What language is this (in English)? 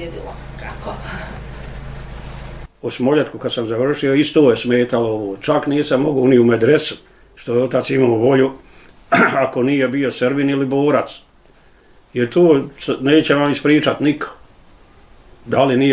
Bosnian